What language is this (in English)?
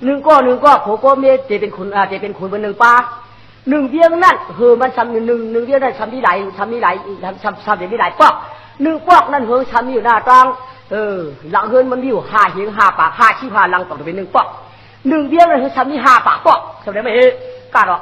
Shan